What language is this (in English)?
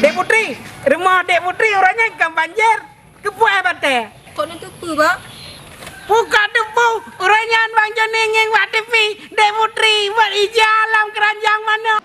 Achinese